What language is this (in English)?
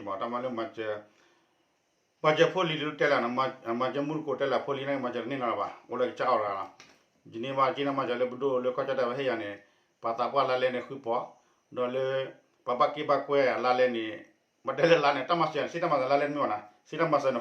S'gaw Karen